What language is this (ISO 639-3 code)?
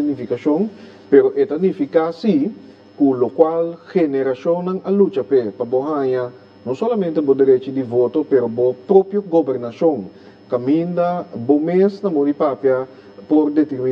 pap